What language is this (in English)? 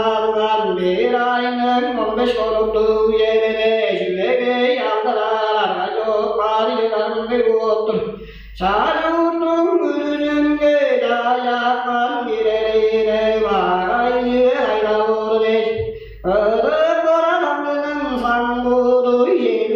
Tuvinian